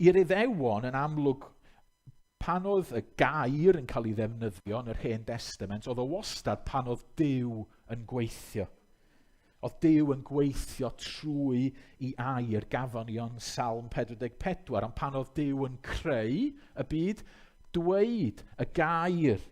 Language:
Welsh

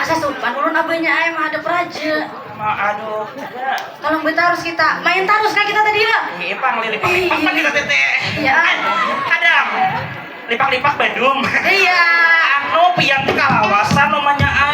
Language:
Banjar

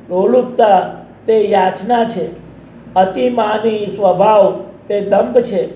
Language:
Gujarati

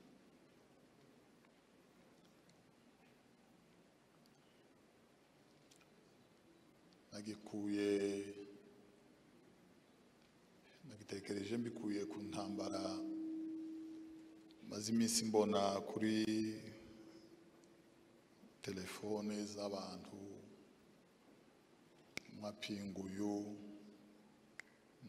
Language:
Kinyarwanda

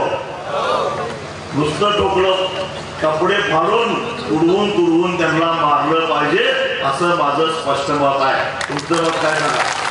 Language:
Marathi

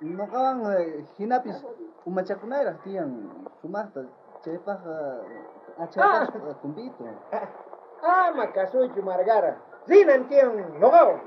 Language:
South Bolivian Quechua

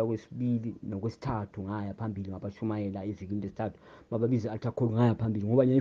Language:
Zulu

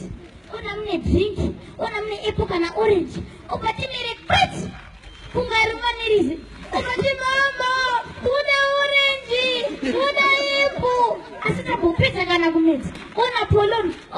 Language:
Shona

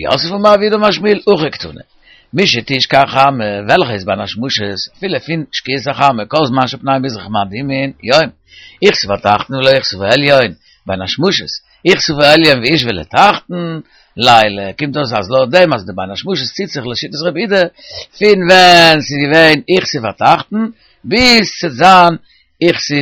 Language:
Yiddish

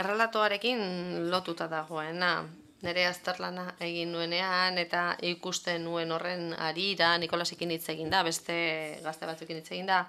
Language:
Basque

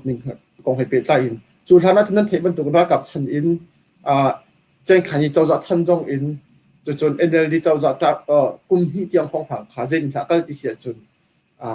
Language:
Hakha Chin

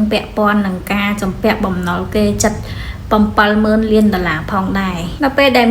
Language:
Khmer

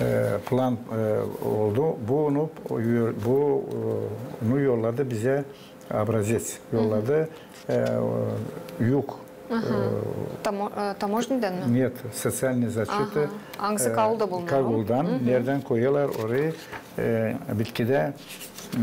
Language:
Gagauz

